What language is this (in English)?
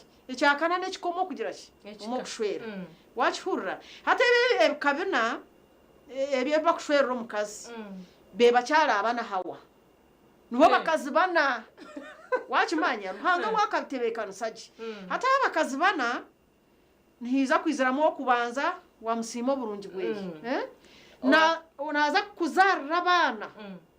Nyankole